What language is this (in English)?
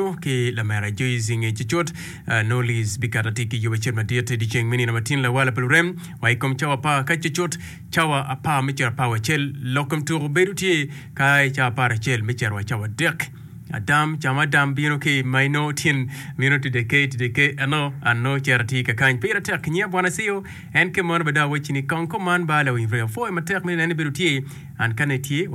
Acoli